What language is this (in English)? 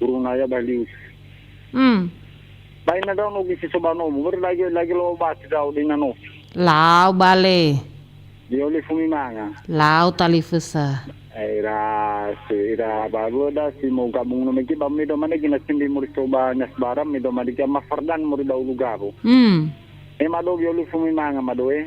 Nias